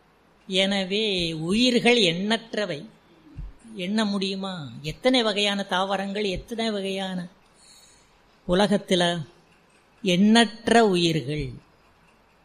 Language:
Tamil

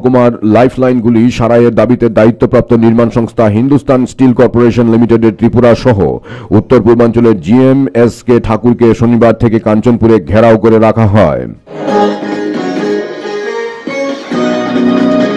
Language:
Bangla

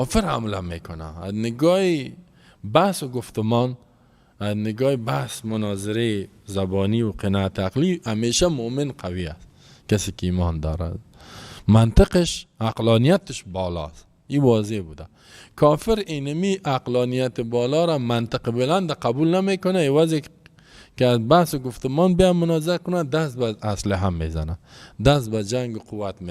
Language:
Persian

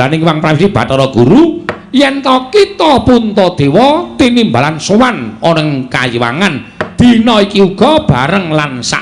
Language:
Javanese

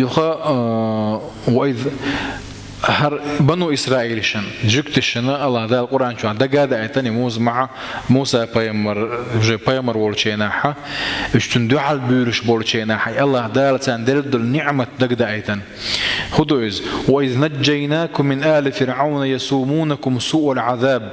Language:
Chechen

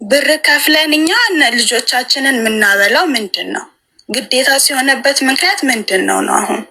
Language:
Amharic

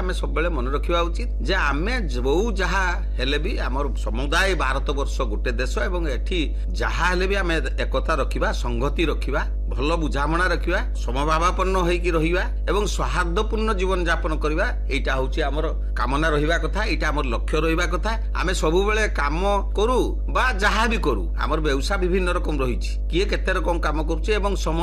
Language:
Odia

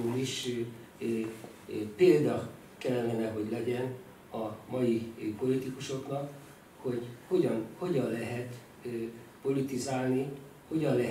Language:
Hungarian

